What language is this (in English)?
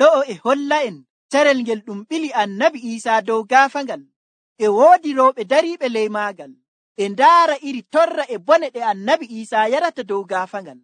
Nigerian Fulfulde